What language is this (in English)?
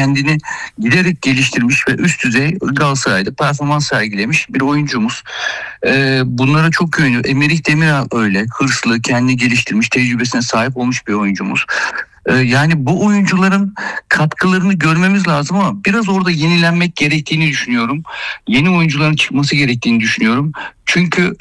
Turkish